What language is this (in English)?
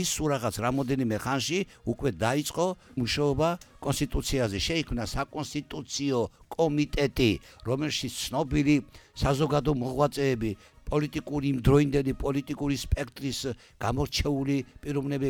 Georgian